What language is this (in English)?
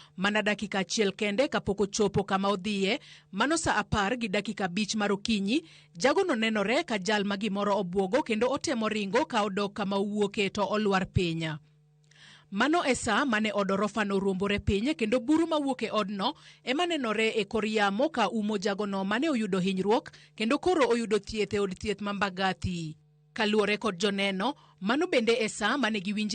Luo (Kenya and Tanzania)